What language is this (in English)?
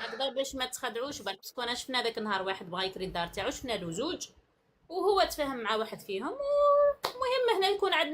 Algerian Arabic